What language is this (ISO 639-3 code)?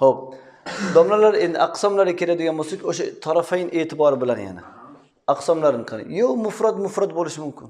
uzb